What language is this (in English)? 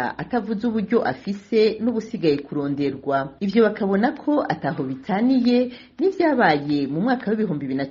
Rundi